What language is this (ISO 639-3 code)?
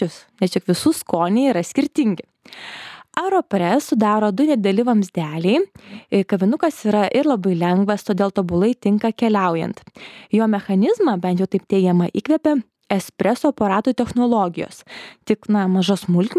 lit